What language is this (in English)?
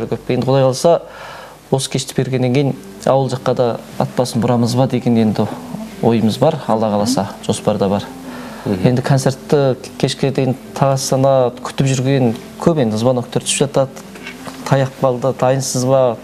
Kazakh